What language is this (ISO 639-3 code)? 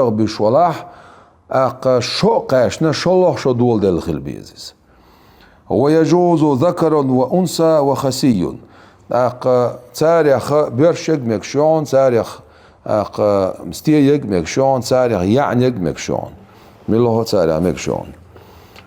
che